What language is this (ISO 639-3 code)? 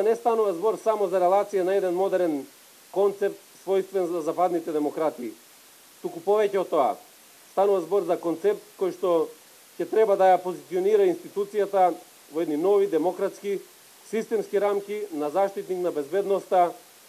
mkd